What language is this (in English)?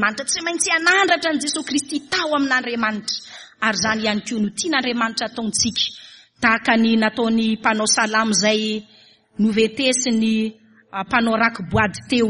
Malagasy